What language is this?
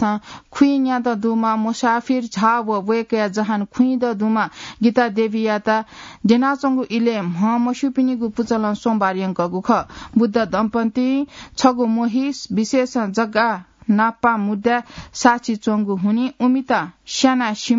Newari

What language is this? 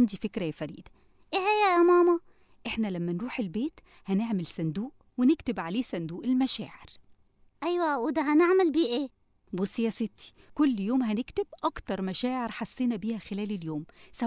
Egyptian Arabic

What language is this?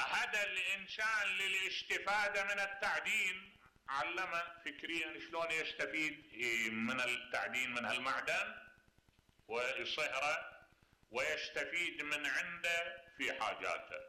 Mesopotamian Arabic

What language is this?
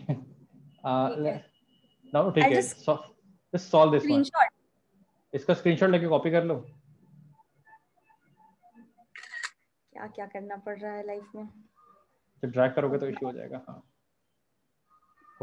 Hindi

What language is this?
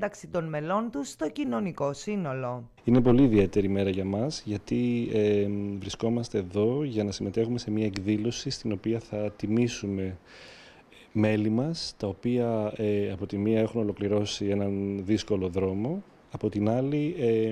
Greek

